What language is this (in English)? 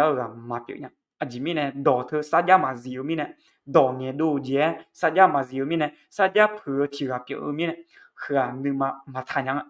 Akha